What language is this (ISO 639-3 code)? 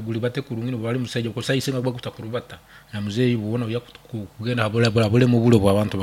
nyn